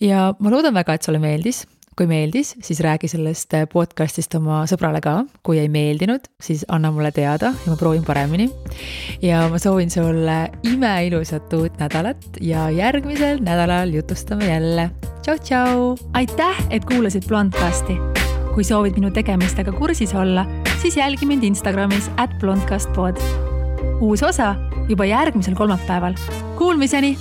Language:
Estonian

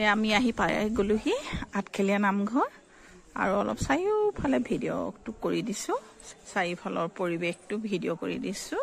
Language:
Assamese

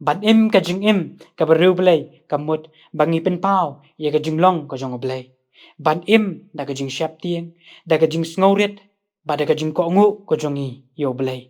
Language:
Khasi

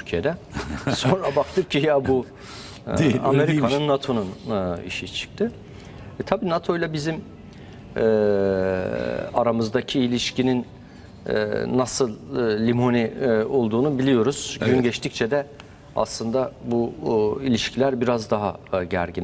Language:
Turkish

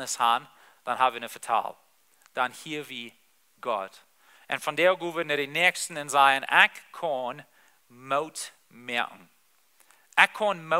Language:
Plautdietsch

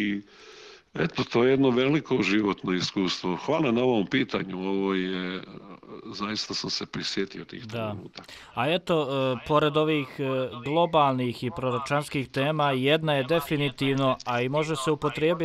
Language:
Croatian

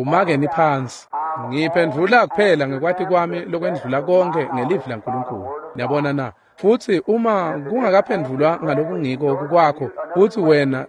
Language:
Swati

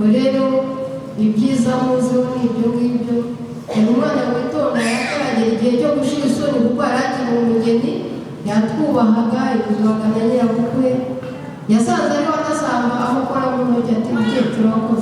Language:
Kinyarwanda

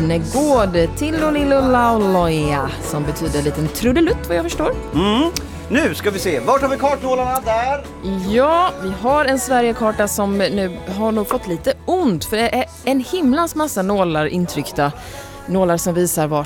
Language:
Swedish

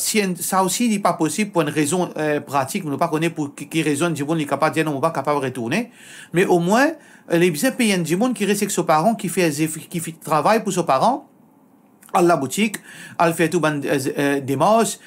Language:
Morisyen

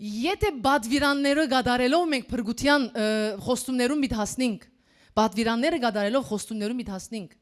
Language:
Western Armenian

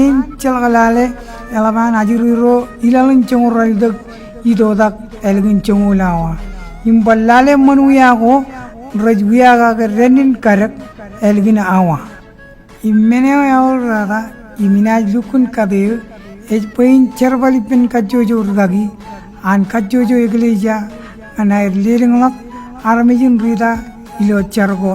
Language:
Marshallese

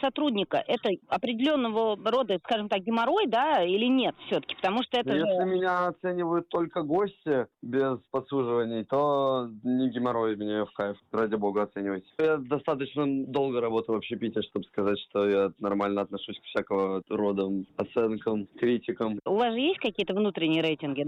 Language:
Russian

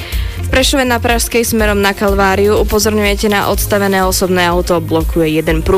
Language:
Slovak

